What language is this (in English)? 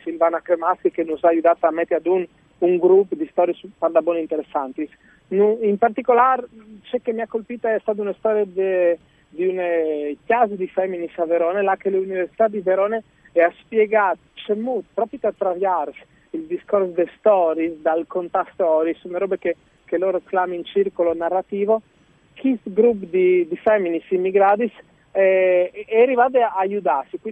Friulian